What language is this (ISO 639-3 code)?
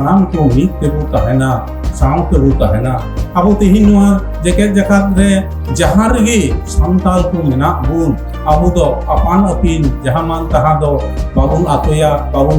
sat